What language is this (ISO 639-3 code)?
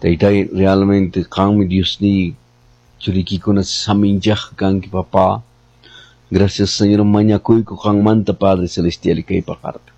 que